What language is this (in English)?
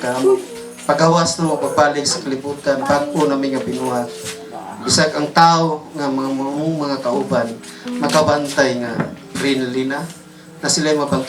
Cebuano